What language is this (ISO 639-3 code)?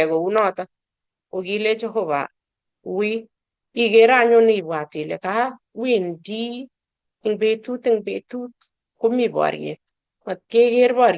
kln